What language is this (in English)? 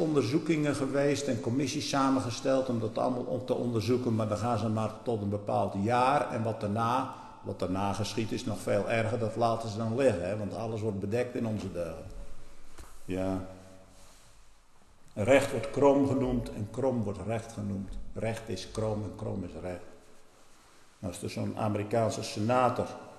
Dutch